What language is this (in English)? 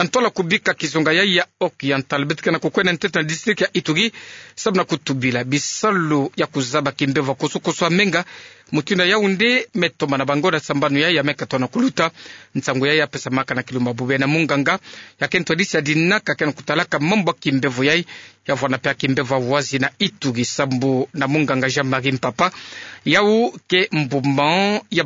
Kituba (Democratic Republic of Congo)